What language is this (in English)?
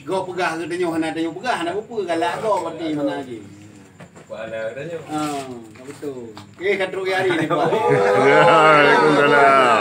Achinese